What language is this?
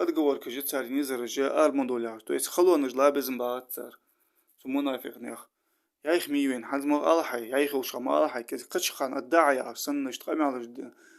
Ingush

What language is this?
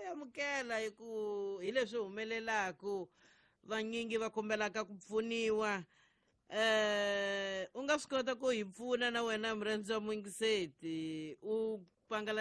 Tsonga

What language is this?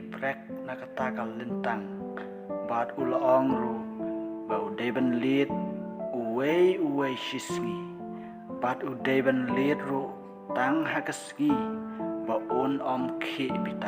Khasi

